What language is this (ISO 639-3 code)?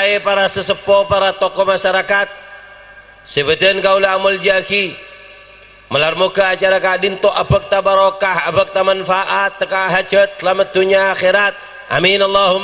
mad